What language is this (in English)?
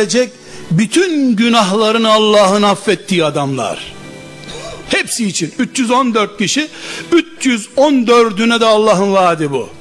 Turkish